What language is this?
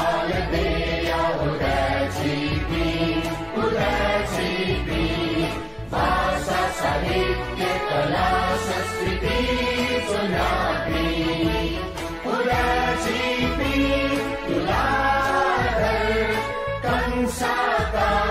Newari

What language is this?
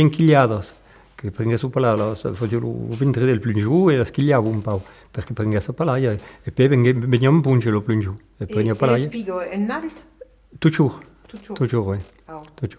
Occitan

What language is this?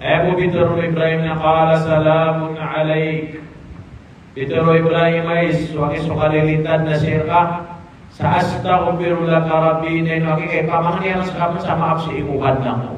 Maranao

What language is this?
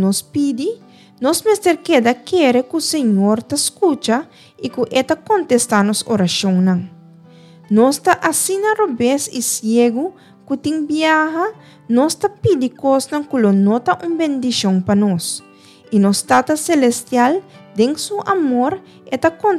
Papiamento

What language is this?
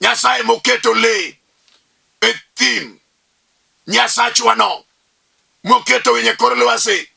Luo (Kenya and Tanzania)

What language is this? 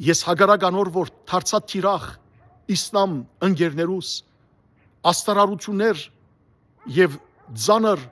Western Armenian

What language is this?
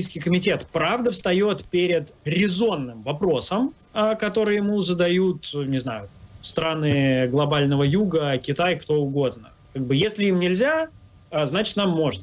Russian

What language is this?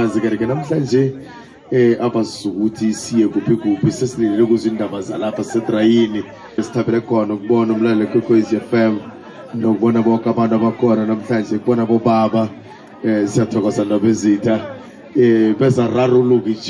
South Ndebele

